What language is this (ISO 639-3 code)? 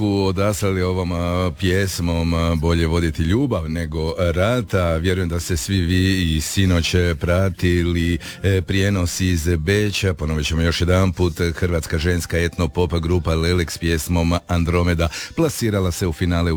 hrv